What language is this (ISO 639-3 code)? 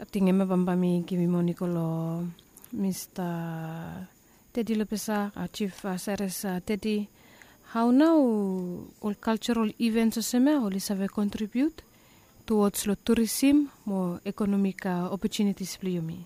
bis